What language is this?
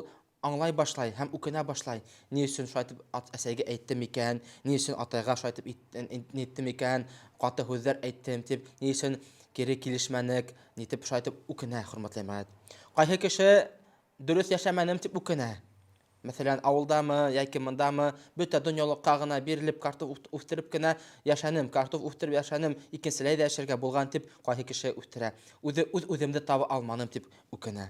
Bashkir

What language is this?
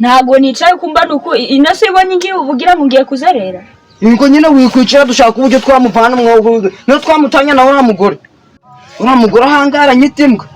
Kinyarwanda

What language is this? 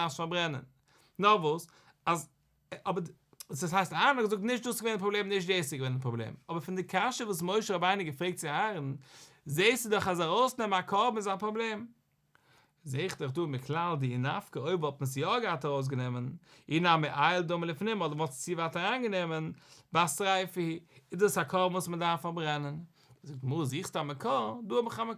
Yiddish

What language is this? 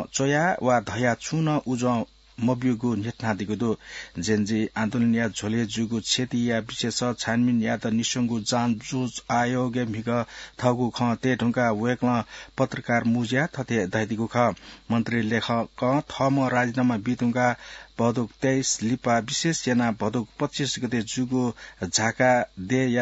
Newari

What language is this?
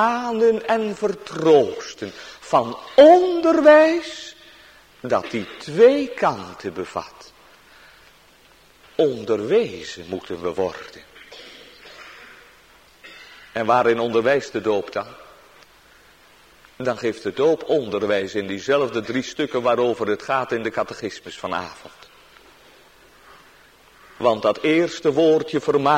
Dutch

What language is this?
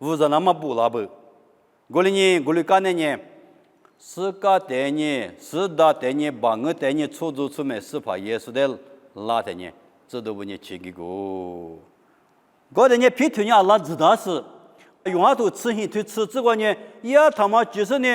Lisu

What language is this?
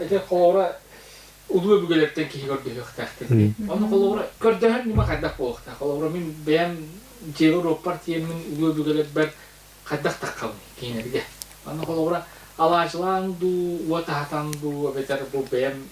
Yakut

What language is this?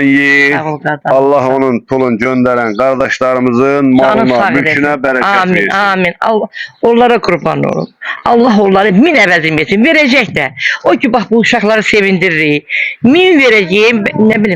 Azerbaijani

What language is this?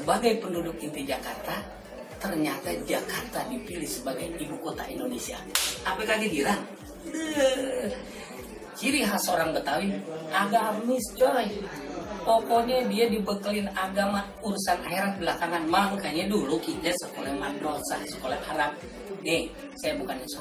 Betawi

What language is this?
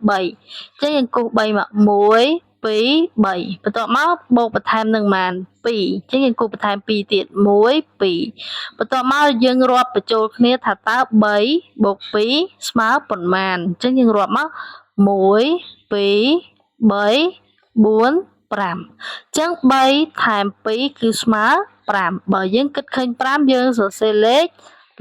Khmer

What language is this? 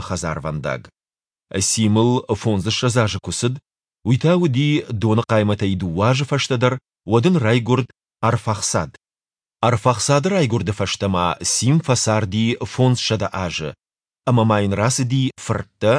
Ossetic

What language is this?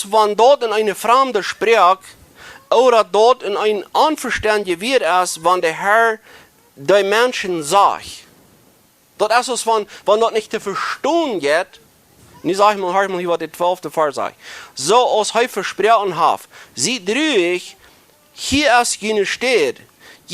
Plautdietsch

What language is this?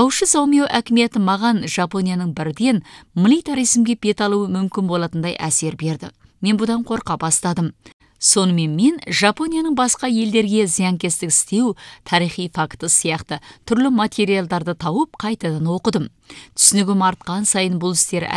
Kazakh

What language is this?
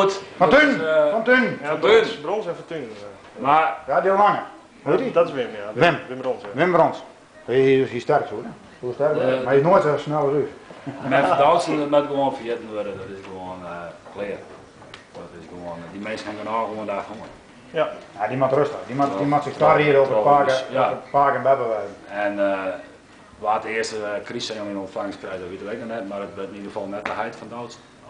Western Frisian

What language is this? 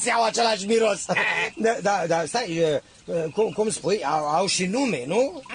Romanian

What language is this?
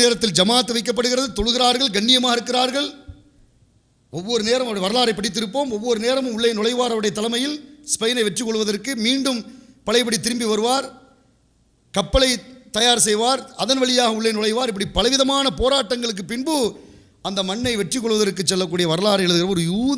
Tamil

